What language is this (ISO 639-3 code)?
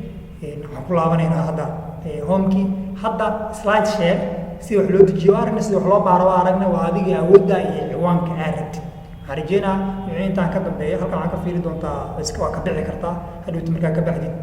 som